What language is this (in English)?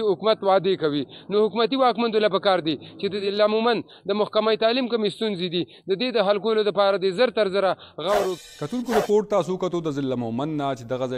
Pashto